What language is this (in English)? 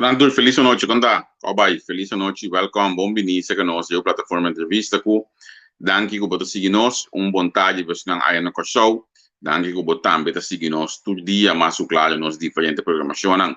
Papiamento